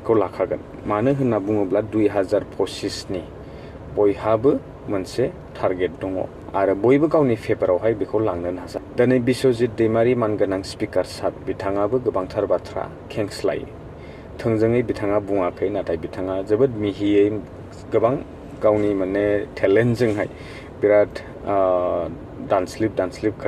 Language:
Bodo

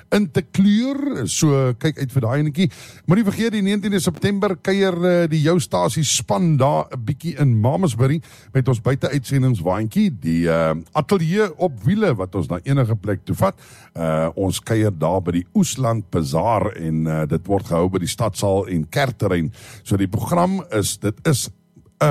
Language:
Afrikaans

